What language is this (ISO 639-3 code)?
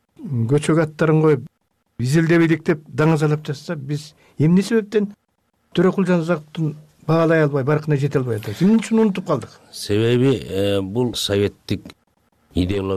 kir